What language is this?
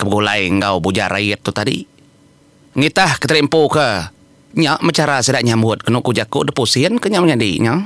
Iban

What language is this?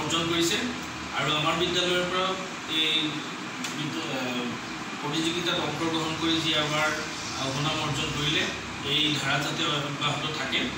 Assamese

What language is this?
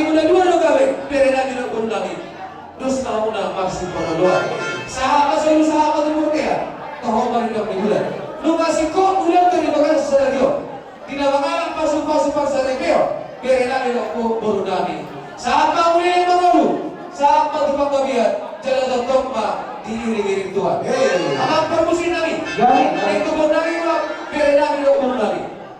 Batak Toba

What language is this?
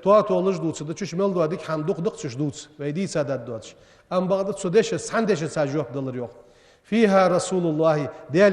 Ingush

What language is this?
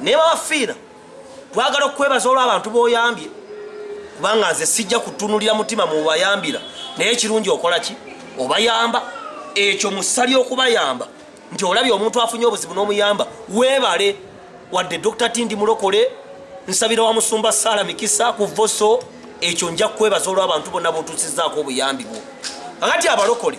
Ganda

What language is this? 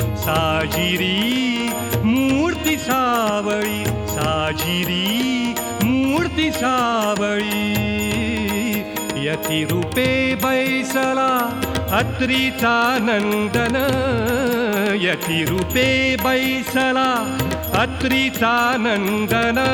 Marathi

